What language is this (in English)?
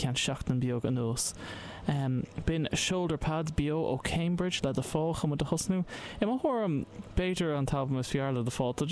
Irish